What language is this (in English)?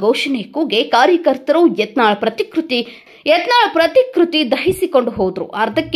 Kannada